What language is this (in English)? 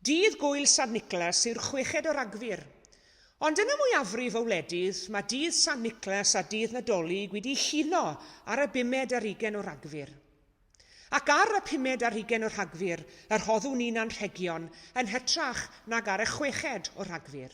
Welsh